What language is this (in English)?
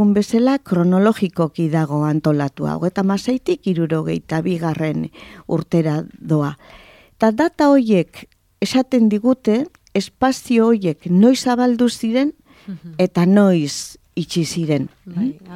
Basque